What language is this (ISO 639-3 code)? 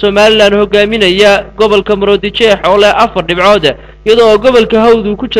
som